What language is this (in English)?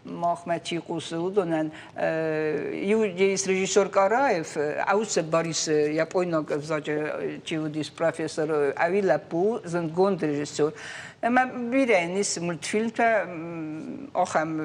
Ossetic